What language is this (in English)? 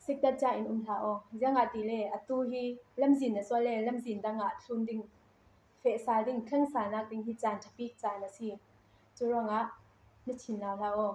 Falam Chin